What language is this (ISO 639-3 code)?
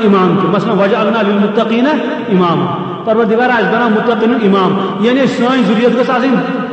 kas